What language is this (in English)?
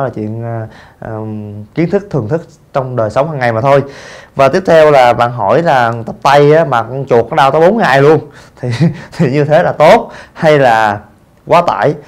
Vietnamese